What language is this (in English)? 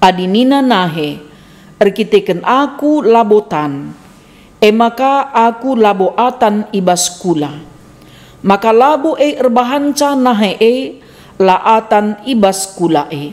Batak Karo